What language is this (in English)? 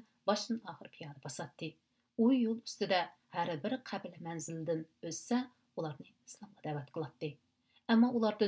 Uyghur